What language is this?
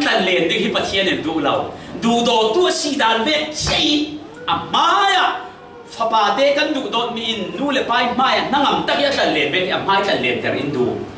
Falam Chin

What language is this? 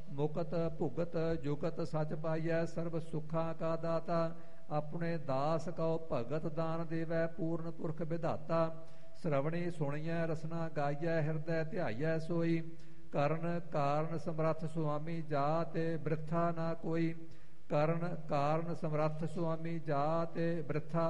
Punjabi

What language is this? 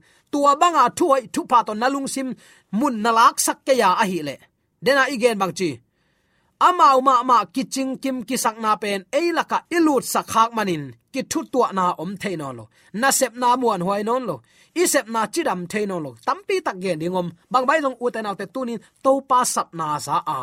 Tedim Chin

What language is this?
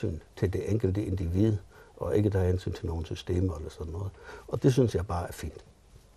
Danish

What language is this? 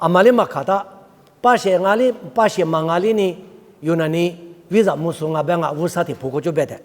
Lisu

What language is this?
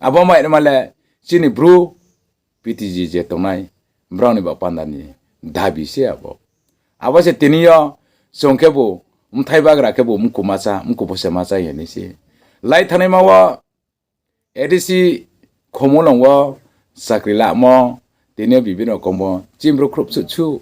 Riang (India)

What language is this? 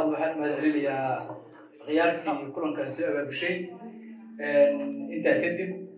Somali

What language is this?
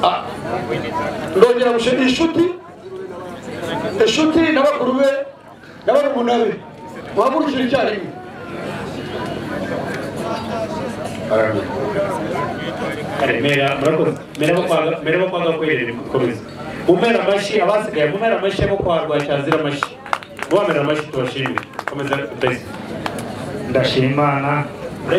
Kinyarwanda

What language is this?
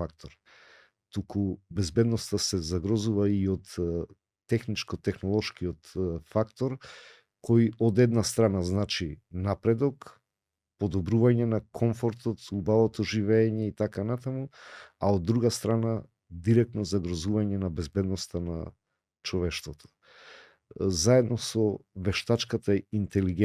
Macedonian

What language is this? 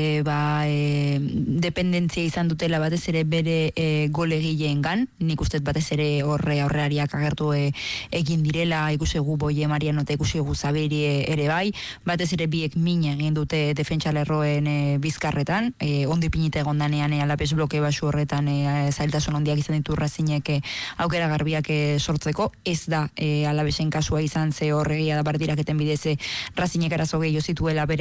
Basque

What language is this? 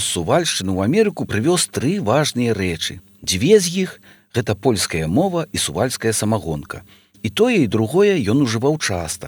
Belarusian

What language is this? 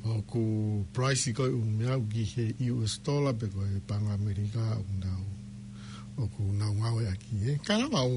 Tongan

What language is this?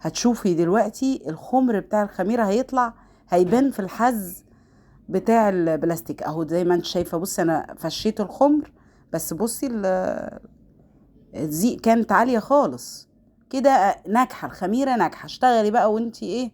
Egyptian Arabic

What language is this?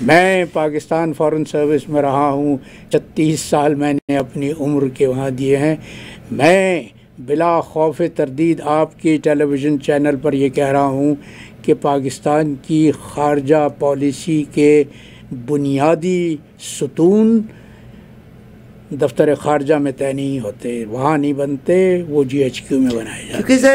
Urdu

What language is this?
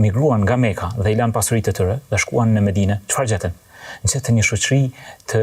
Albanian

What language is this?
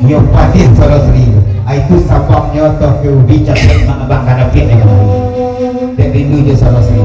Minangkabau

